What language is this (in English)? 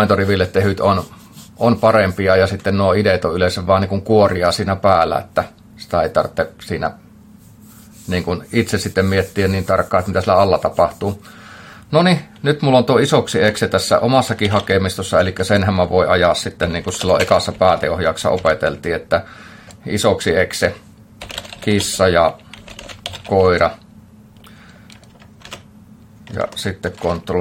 Finnish